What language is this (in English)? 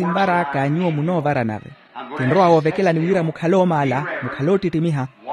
Makhuwa